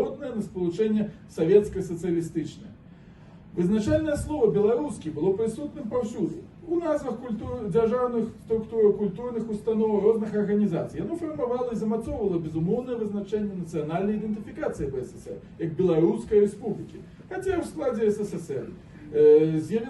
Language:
Belarusian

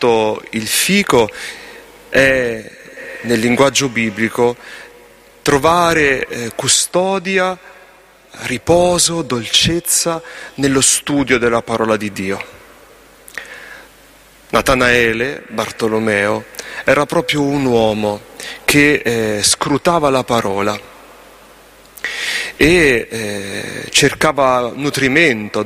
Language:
Italian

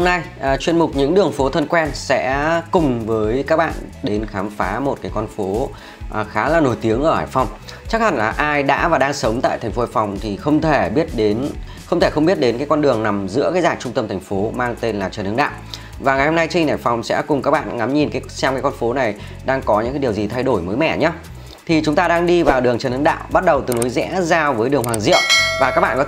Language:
Vietnamese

